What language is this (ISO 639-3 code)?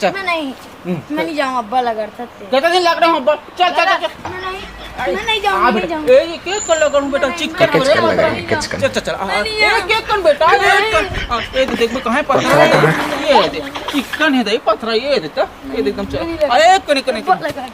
hne